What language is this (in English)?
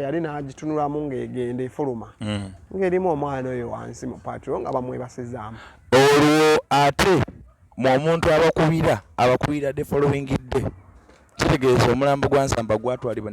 Ganda